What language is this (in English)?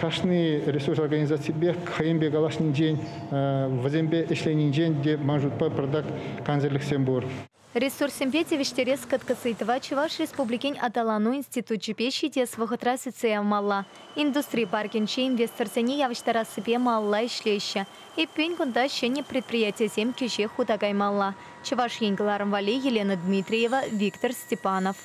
Chuvash